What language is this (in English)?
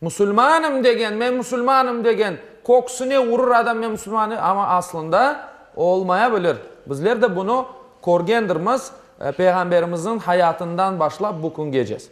Crimean Tatar